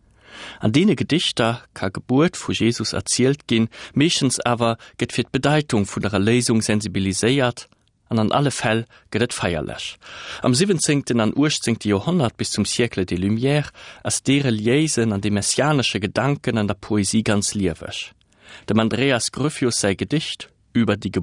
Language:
Luxembourgish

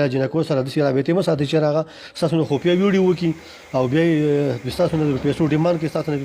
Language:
Pashto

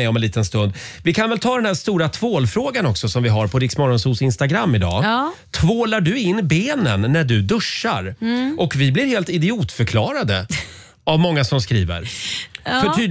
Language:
Swedish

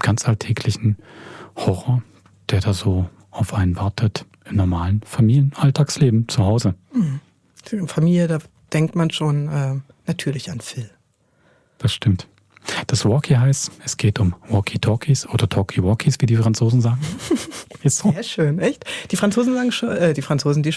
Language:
Swiss German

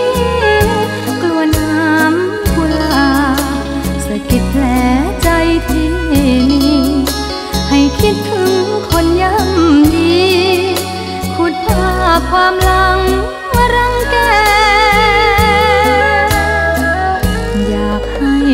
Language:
Thai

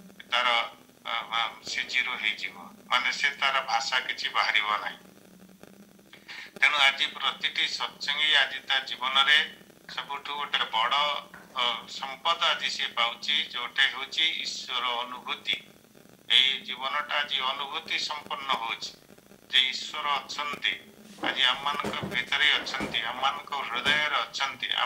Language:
Odia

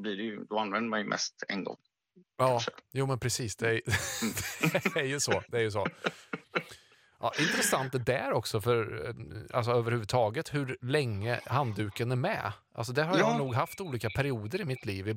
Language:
Swedish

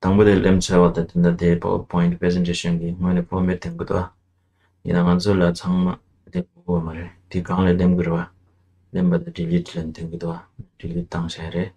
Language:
Tibetan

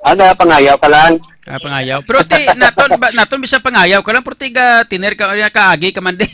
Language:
Hiligaynon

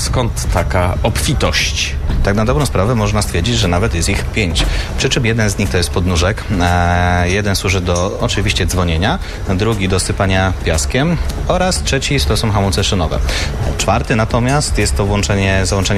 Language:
Polish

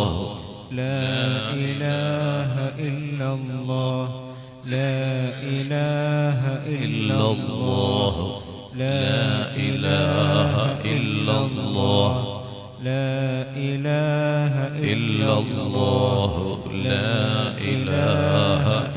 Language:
Malayalam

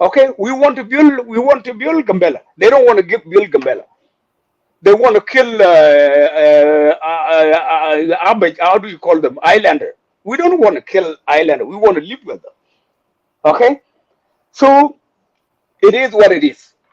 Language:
Nuer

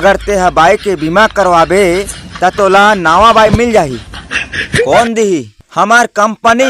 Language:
Chhattisgarhi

